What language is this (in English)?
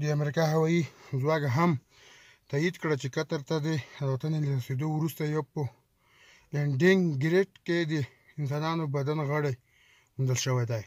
Pashto